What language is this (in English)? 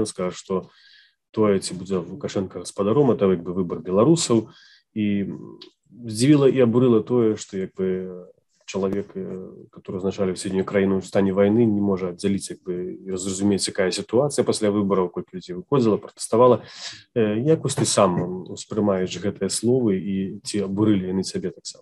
Belarusian